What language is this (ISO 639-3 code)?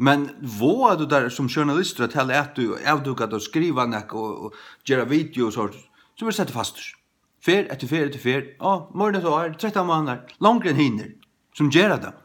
fao